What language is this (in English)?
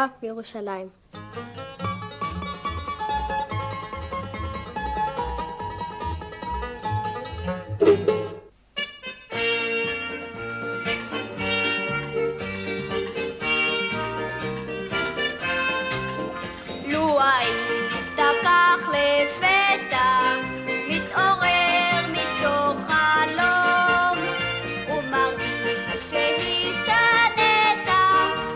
Hebrew